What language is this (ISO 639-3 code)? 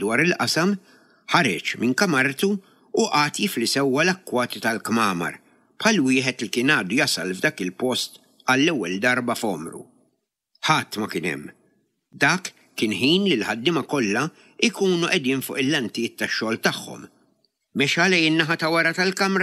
mlt